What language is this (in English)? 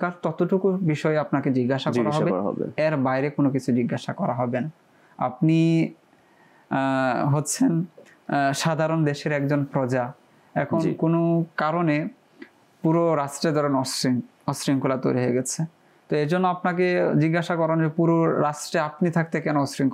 Bangla